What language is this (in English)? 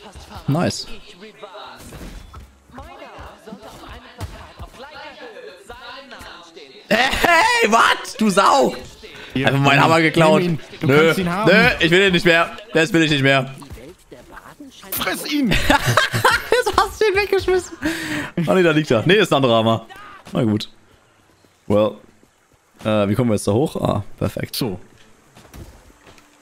German